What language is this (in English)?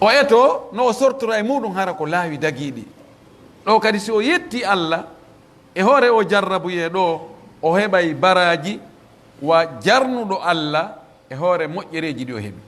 Pular